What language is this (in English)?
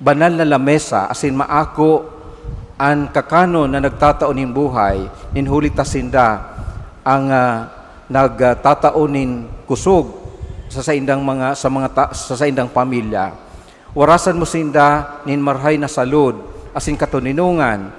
Bikol